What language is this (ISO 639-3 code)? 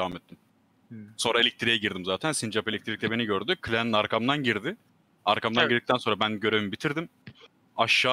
tur